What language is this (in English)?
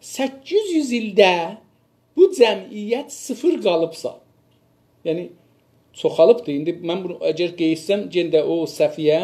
South Azerbaijani